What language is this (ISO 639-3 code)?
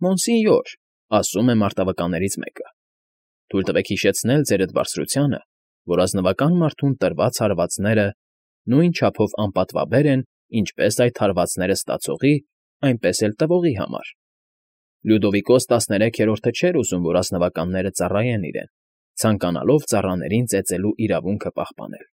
hye